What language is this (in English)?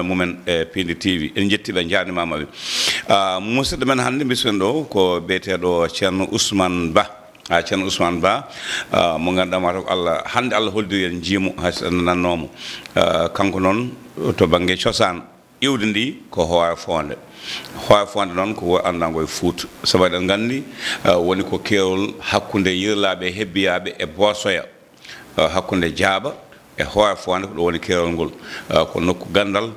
Fula